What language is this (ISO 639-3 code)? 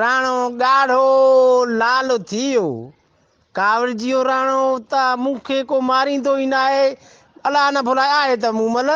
snd